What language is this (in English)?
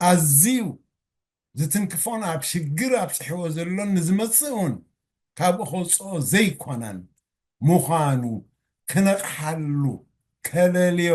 Tigrinya